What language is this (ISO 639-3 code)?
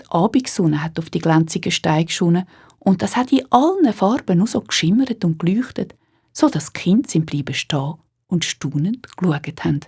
gsw